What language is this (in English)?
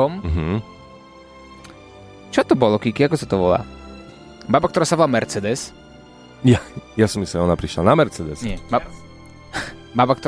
Slovak